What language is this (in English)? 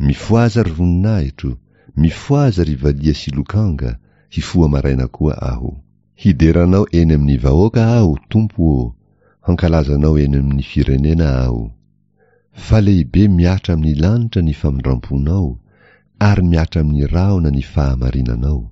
Malagasy